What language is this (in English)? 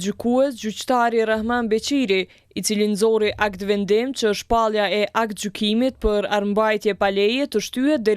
Albanian